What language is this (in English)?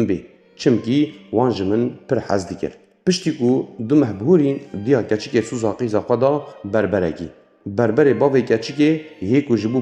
Kurdish